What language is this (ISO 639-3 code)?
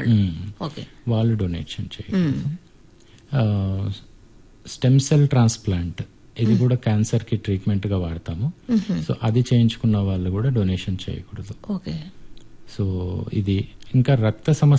tel